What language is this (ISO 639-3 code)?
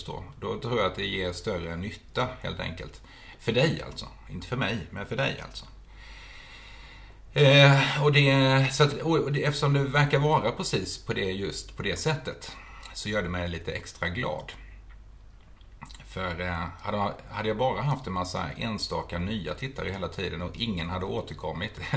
swe